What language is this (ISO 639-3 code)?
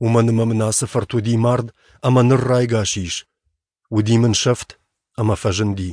oss